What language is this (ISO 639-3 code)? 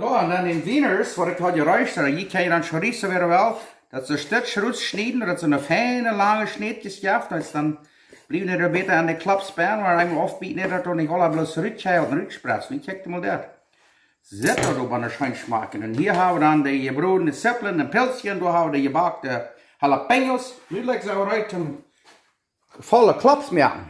pdt